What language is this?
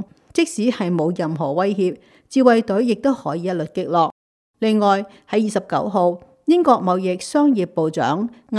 Cantonese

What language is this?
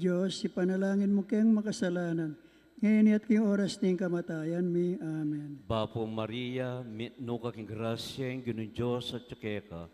Pampanga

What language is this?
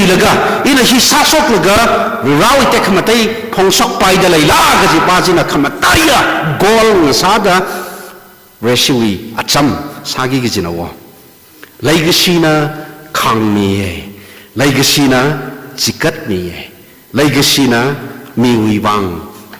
Tangkhul Naga (India)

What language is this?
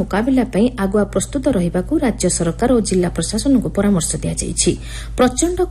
Odia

